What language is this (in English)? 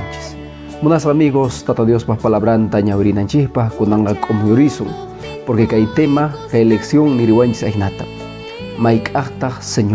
Quechua